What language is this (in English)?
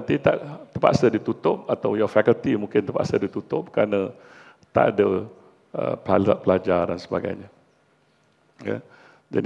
Malay